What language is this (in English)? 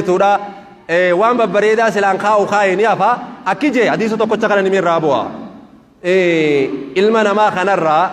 Oromo